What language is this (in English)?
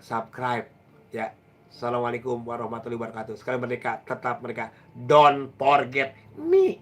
Betawi